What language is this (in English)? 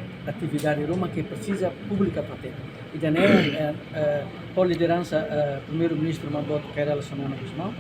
Tetum